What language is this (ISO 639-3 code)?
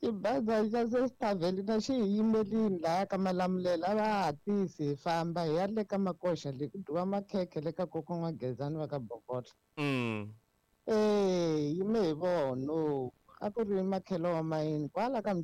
tso